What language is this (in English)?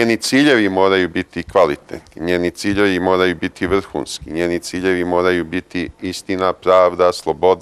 Serbian